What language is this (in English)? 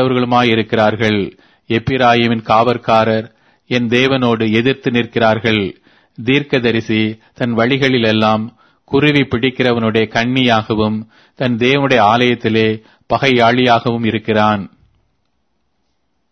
Tamil